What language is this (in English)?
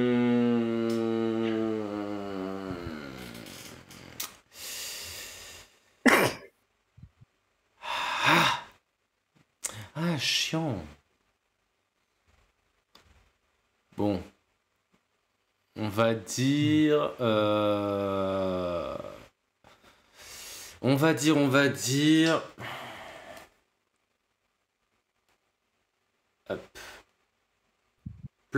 French